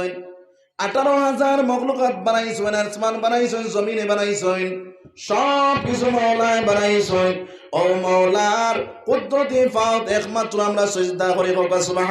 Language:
Sylheti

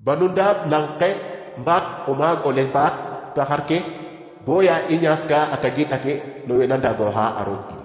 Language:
Serer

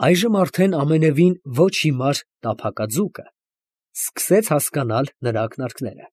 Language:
Armenian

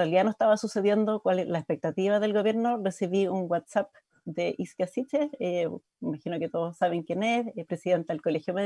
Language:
Spanish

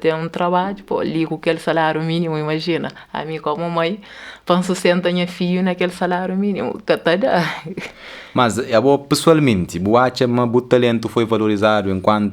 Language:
Kabuverdianu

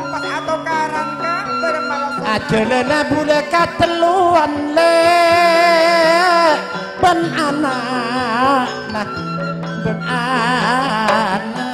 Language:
Madurese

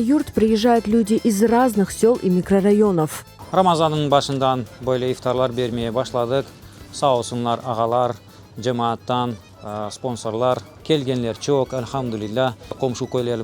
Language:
Crimean Tatar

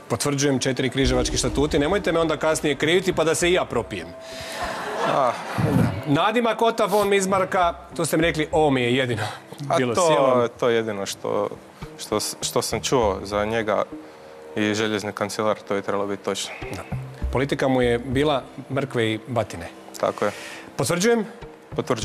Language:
Croatian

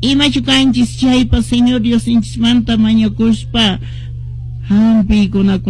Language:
Quechua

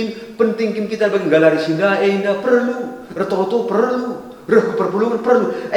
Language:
Batak Karo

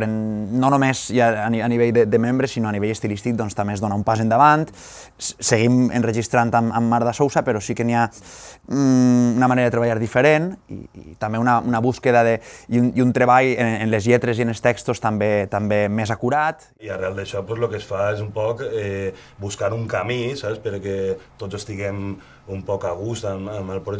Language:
Catalan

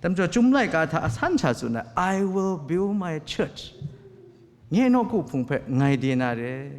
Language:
Kachin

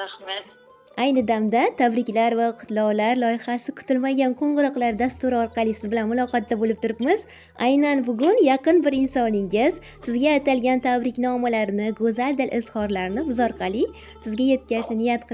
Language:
Uzbek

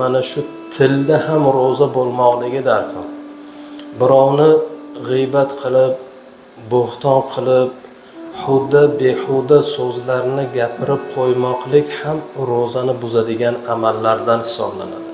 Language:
Uzbek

